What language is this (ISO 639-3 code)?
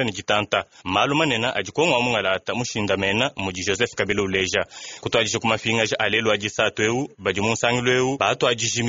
lua